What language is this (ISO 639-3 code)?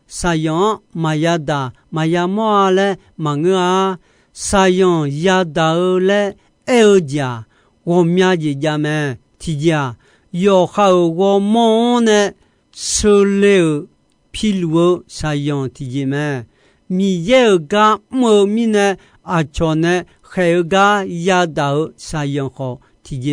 ahk